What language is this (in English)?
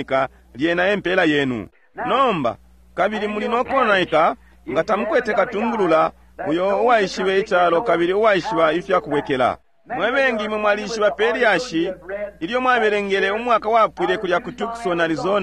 Bemba